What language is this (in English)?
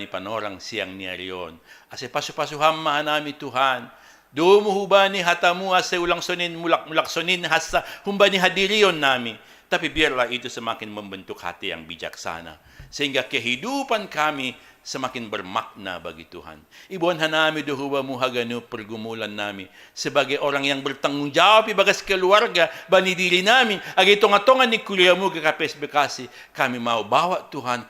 Batak Simalungun